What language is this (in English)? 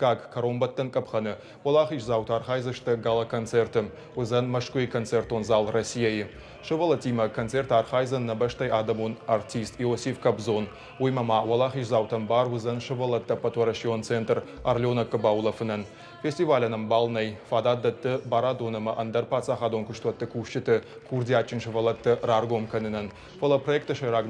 Ossetic